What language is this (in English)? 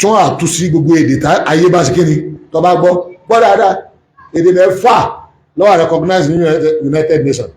Yoruba